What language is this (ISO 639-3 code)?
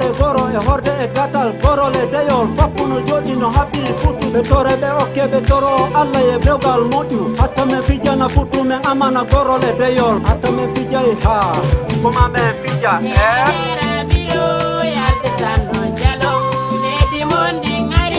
ful